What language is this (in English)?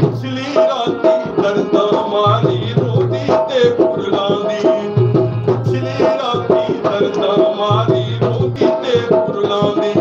Saraiki